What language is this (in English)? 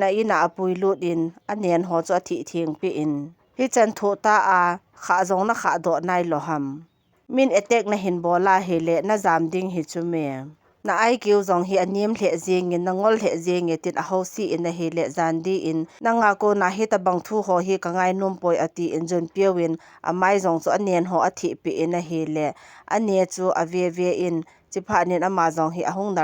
Thado Chin